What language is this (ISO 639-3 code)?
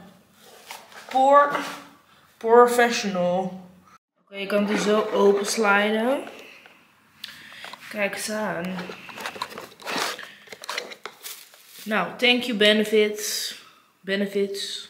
nld